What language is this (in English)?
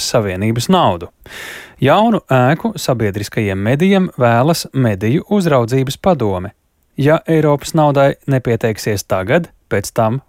Latvian